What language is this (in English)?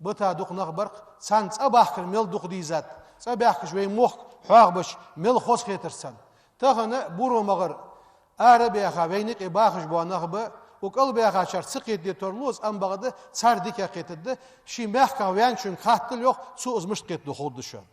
Ingush